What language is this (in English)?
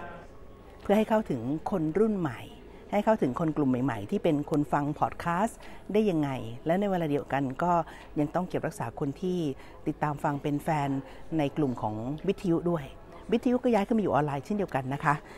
Thai